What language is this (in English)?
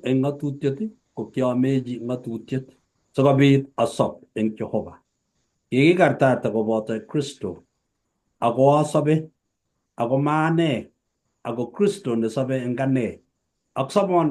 Kalenjin